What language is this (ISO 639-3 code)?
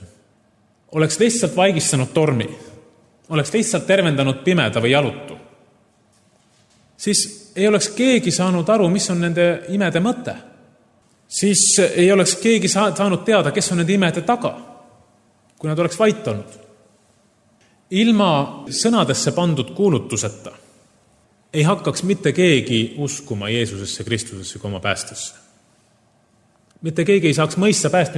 est